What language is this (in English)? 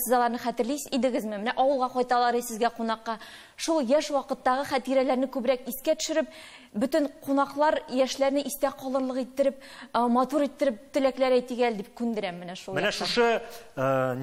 Tatar